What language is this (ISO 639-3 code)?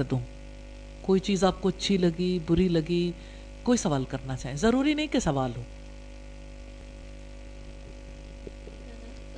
urd